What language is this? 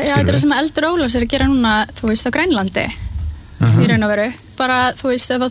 Icelandic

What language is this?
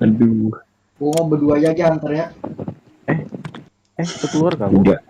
Banjar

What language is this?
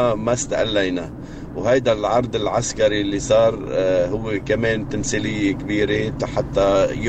North Levantine Arabic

